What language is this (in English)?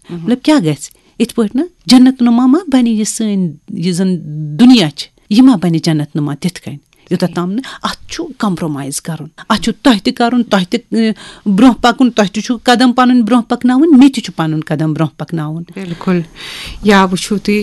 Kashmiri